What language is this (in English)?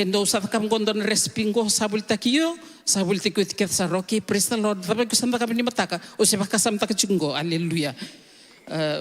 Fijian